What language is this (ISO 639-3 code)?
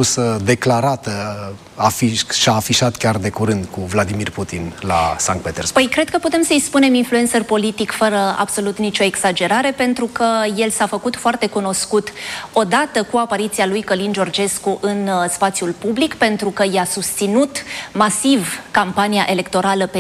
ron